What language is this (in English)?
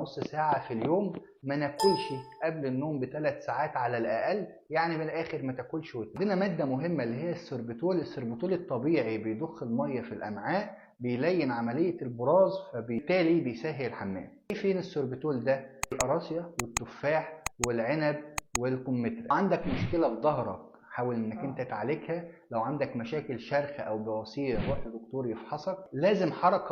Egyptian Arabic